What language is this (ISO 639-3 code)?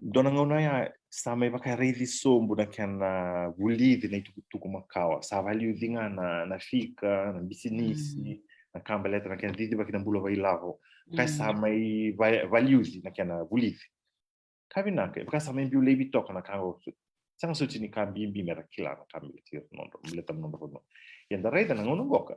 fij